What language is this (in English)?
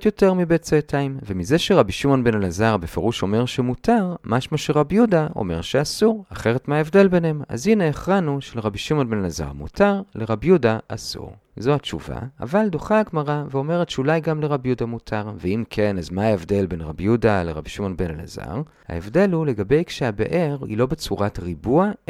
Hebrew